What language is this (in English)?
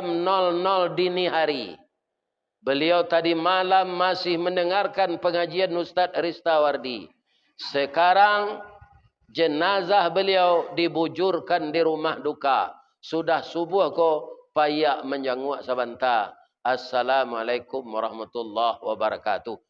Minangkabau